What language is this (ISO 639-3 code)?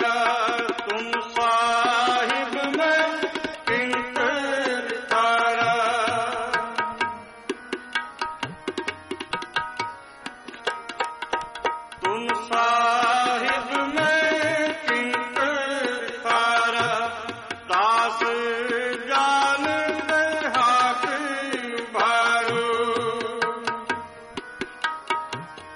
pan